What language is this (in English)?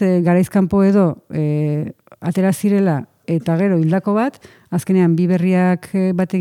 Basque